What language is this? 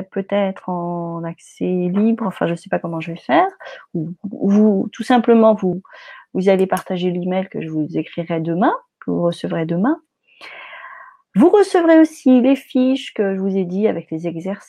French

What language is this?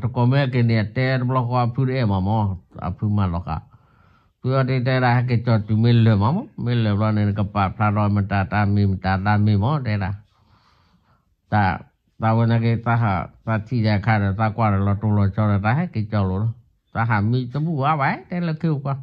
S'gaw Karen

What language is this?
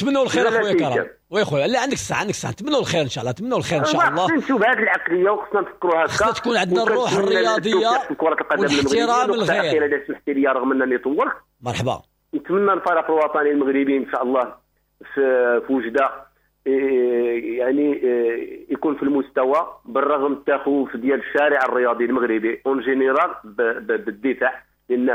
Moroccan Arabic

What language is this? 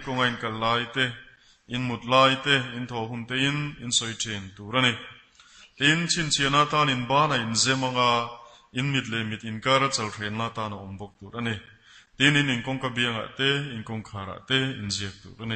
Mizo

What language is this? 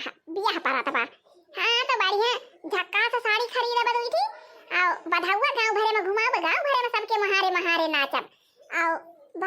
Awadhi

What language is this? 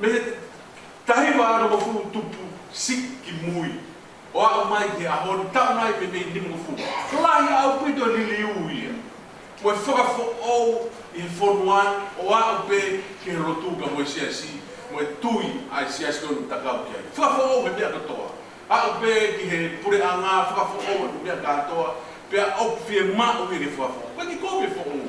Tongan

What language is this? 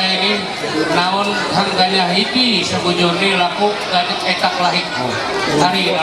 Ma'anyan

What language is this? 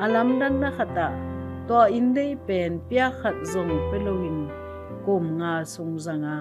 Tedim Chin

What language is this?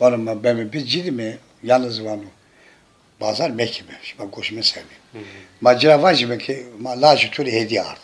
Zaza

